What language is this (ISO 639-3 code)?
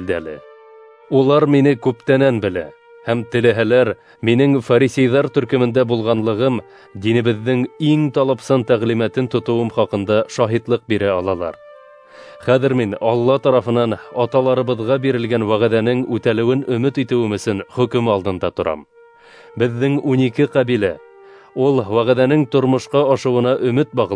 bak